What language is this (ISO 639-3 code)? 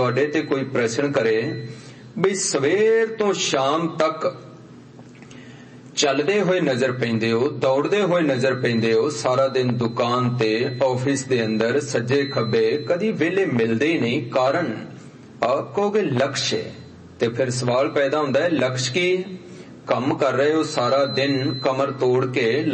pan